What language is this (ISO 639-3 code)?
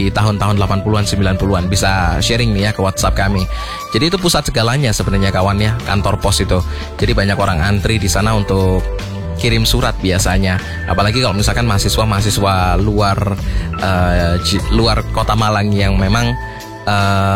ind